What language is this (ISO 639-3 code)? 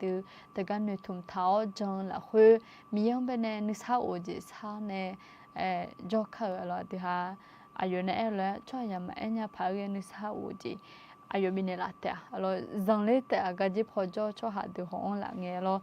ahk